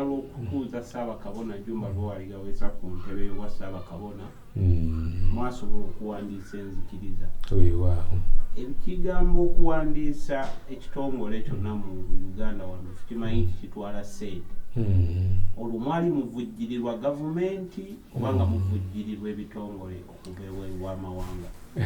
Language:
Ganda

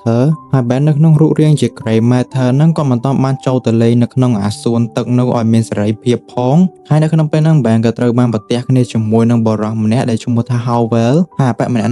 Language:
Khmer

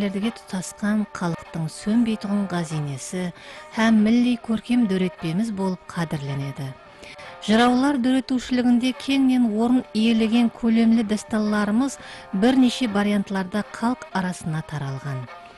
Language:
Kara-Kalpak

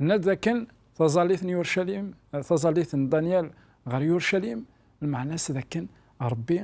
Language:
Kabyle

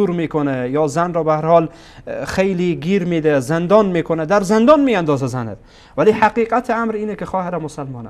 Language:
Persian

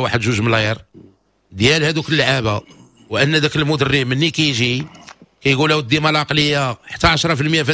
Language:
Moroccan Arabic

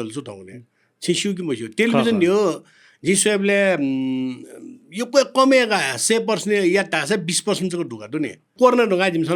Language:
Newari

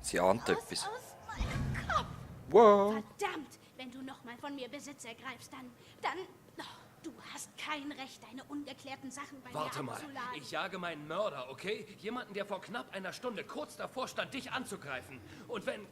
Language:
Swiss German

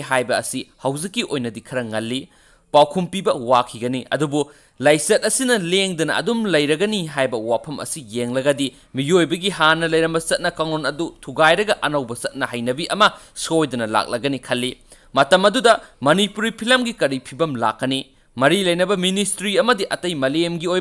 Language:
Manipuri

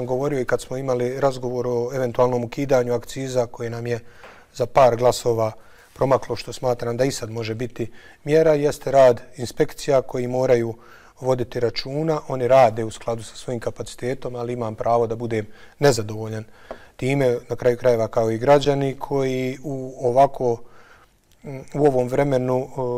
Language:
Bosnian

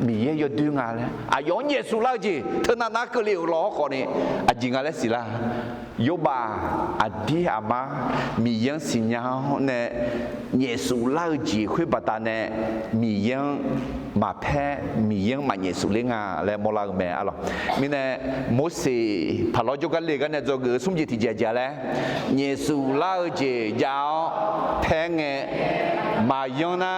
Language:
Akha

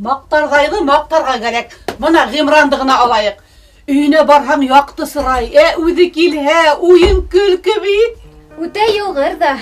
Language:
Bashkir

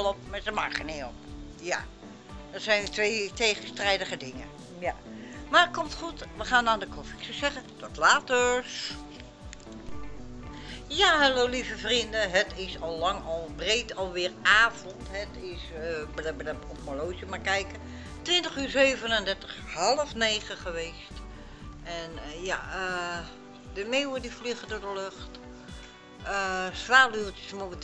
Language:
Dutch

